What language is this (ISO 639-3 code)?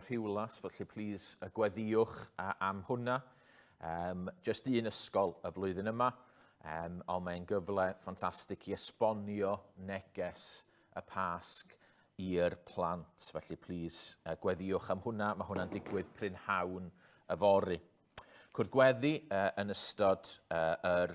cym